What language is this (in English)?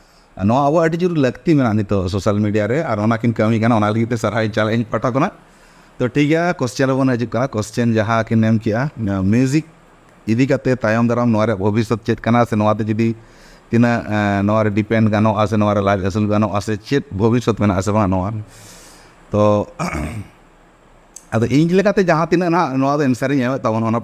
Santali